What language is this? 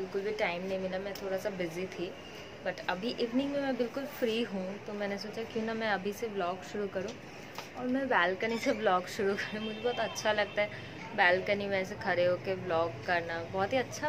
Hindi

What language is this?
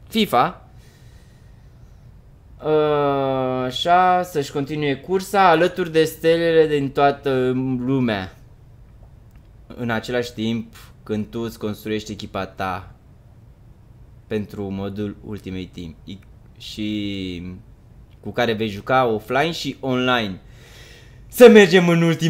Romanian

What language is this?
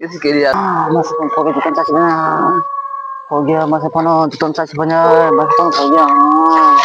Kok Borok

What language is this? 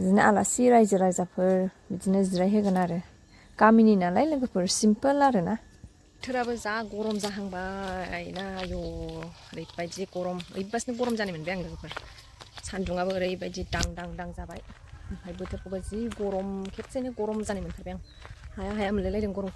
Bodo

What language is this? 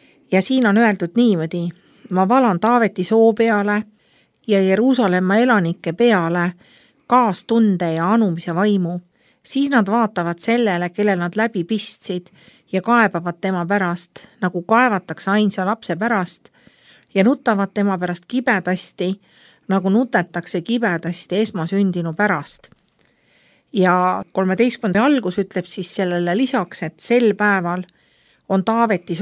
Estonian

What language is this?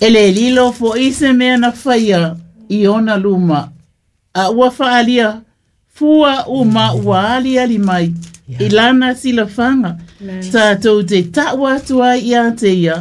Samoan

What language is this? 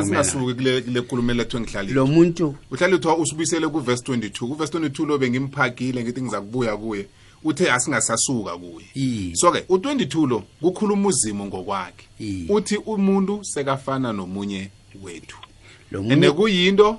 South Ndebele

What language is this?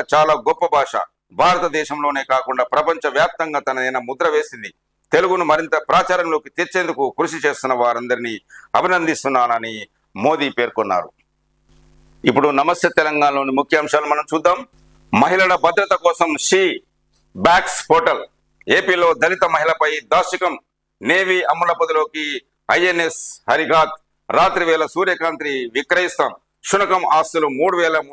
Telugu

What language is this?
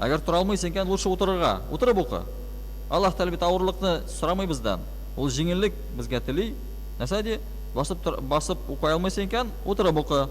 Tatar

